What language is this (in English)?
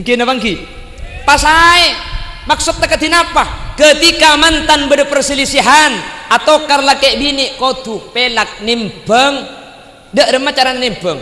Madurese